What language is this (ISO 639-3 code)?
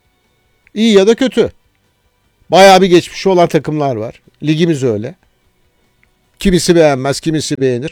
tur